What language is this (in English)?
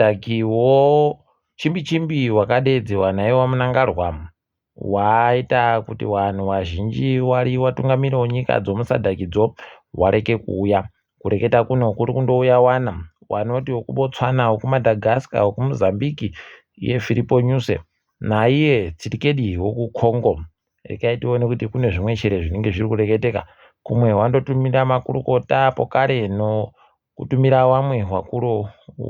Ndau